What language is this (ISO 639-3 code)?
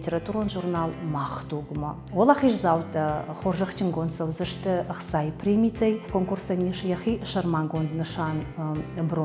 oss